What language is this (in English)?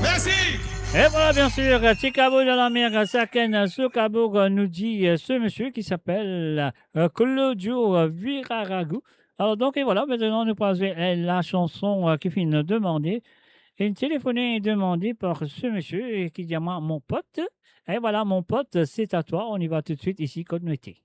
Morisyen